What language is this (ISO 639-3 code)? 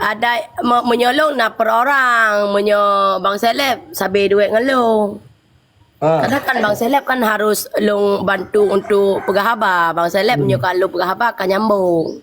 ace